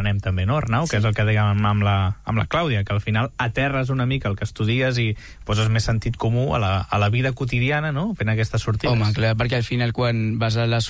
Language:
Catalan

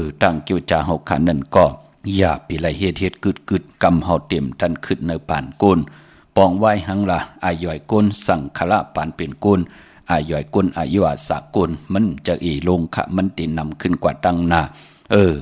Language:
Shan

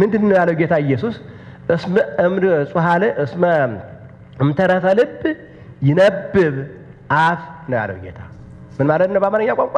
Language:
Amharic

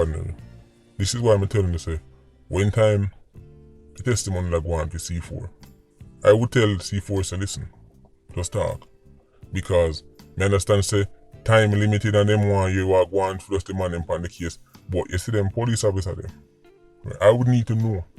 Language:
Jamaican Creole English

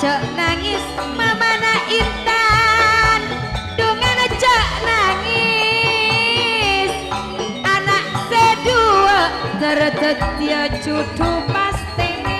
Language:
Madurese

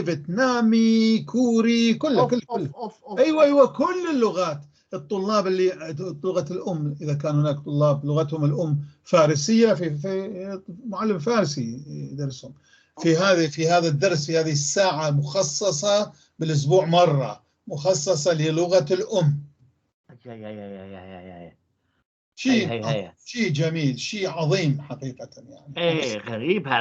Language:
North Levantine Arabic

